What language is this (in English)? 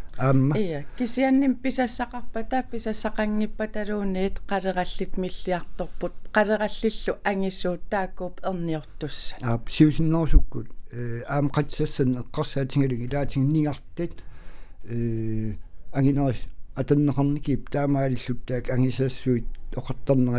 Kalaallisut